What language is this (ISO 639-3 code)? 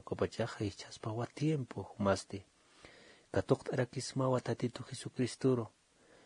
aym